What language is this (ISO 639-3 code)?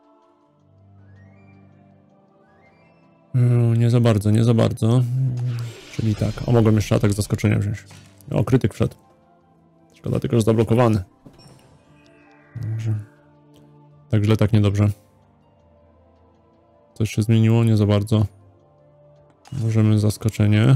pol